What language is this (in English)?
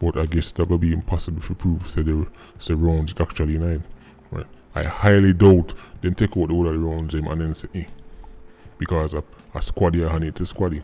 Jamaican Creole English